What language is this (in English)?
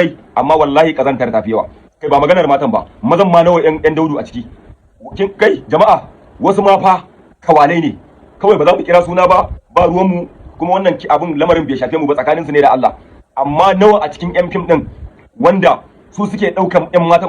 Hausa